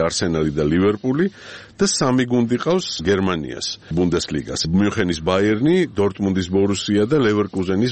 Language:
Georgian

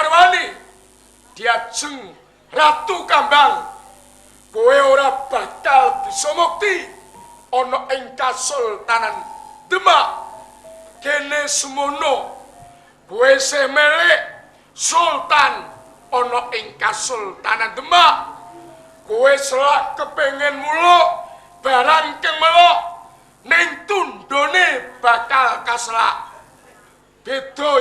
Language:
Javanese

